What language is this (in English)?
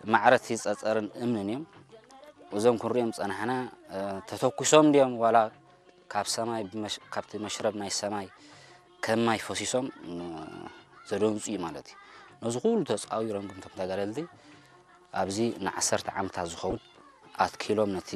Tigrinya